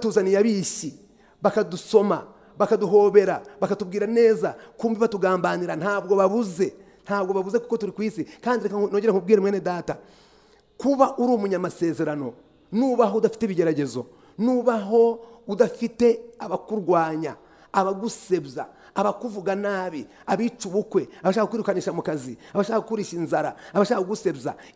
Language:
Kinyarwanda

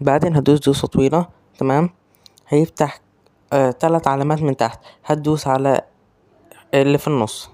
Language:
Egyptian Arabic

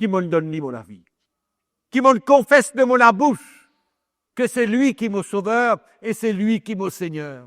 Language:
Morisyen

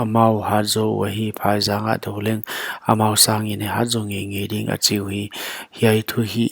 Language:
Paite Chin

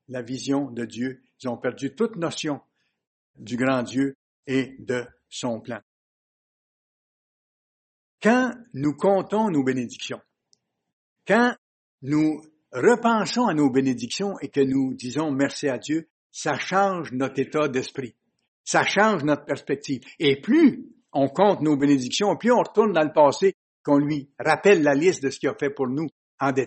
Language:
French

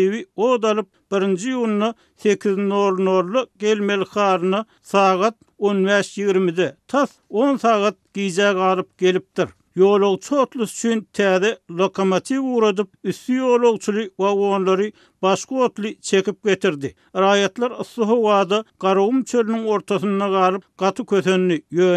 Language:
Turkmen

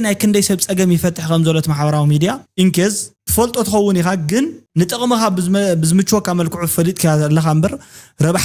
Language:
Tigrinya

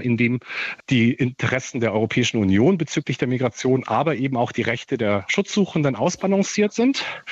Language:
German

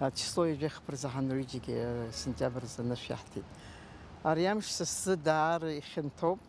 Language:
Abkhazian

